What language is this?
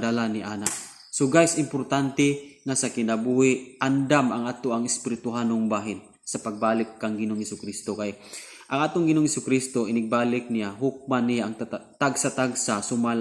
Cebuano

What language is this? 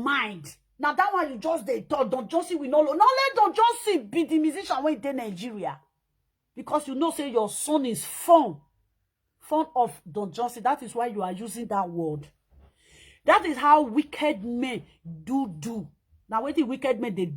Nigerian Pidgin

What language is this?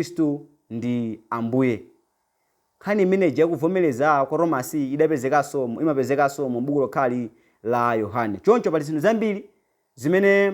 Nyanja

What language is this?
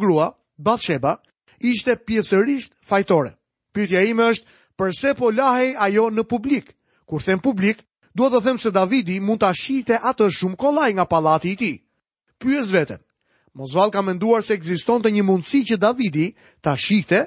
Albanian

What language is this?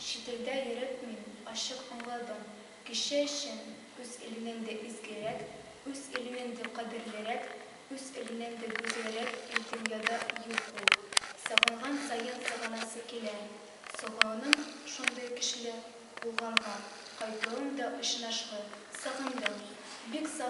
Tatar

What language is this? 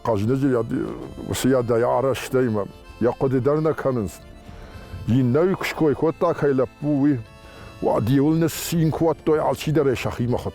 Ossetic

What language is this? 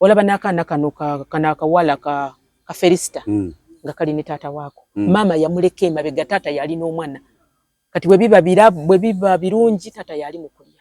Ganda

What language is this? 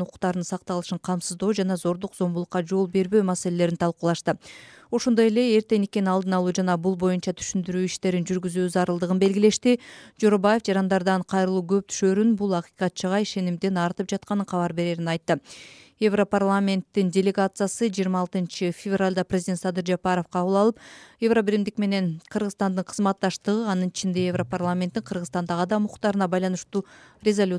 Kyrgyz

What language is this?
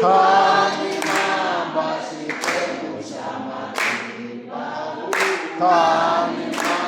Tsonga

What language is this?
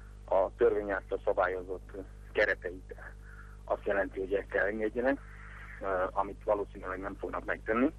Hungarian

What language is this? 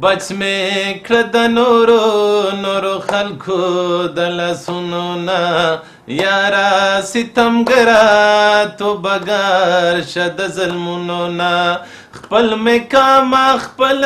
Pashto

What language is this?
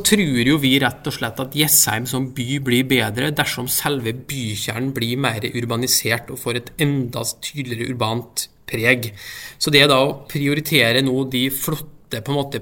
Norwegian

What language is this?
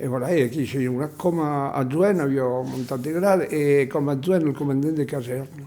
Occitan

